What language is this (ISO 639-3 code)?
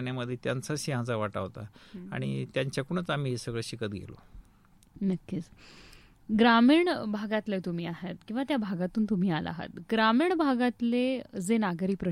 mar